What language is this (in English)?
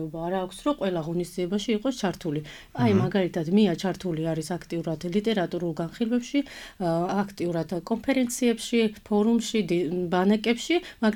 Georgian